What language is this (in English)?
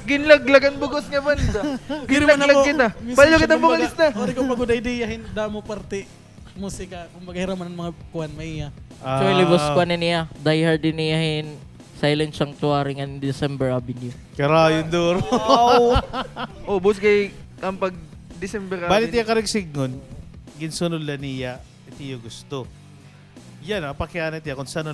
Waray